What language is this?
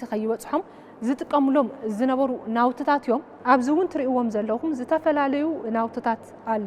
Tigrinya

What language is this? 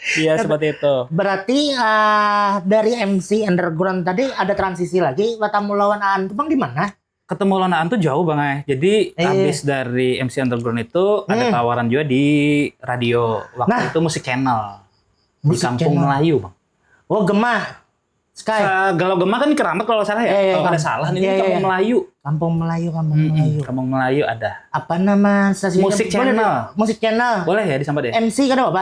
Banjar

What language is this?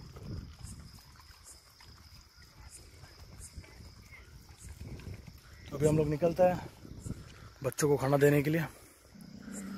Hindi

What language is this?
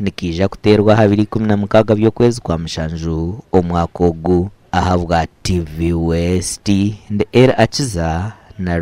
Nyankole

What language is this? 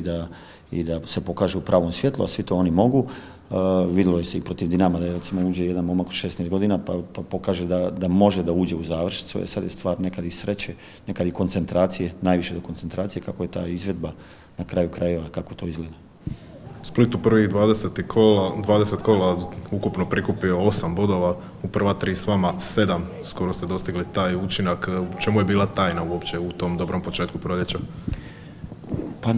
Croatian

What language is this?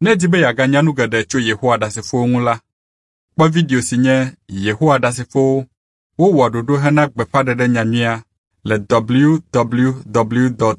Ewe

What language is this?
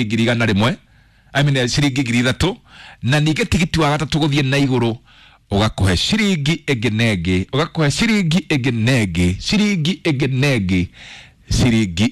Kikuyu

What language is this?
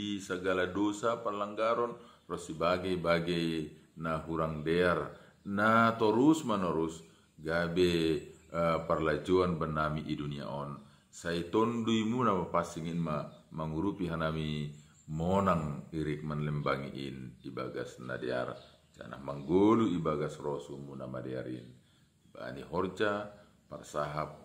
Batak Simalungun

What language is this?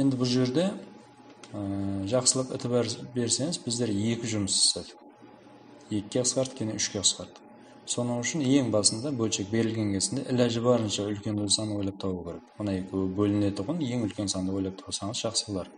Kara-Kalpak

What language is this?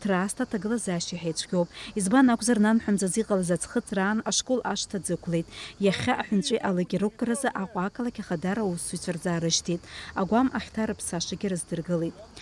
Abkhazian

